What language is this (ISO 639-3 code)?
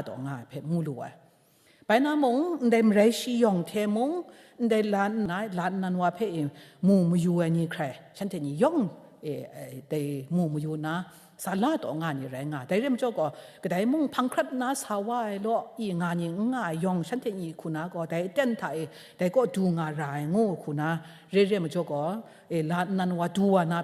kac